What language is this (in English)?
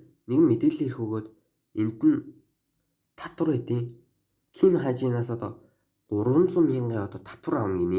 Mongolian